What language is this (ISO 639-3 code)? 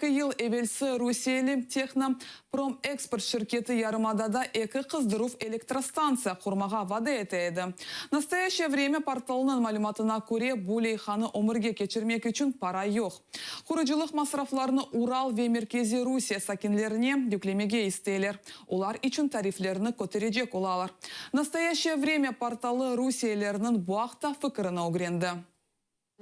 crh